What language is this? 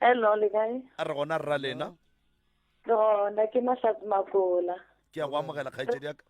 Northern Sotho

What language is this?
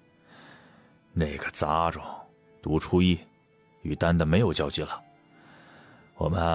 Chinese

